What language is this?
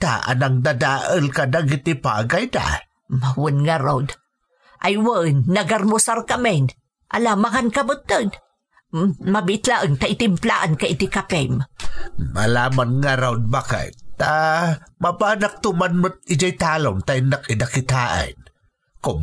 Iloko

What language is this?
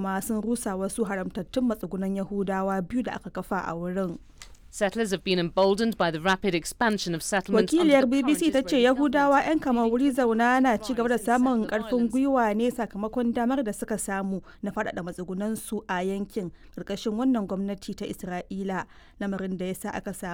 Hausa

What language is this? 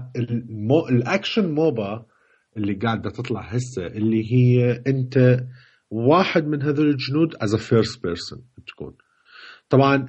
Mesopotamian Arabic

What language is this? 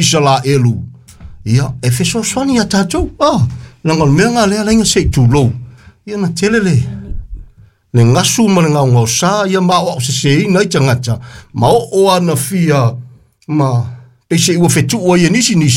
Samoan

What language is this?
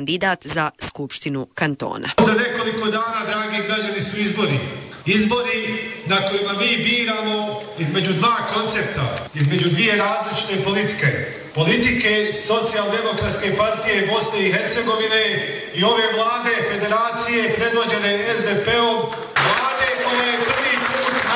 Bosnian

